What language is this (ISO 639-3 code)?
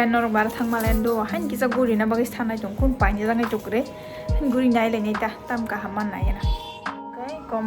trp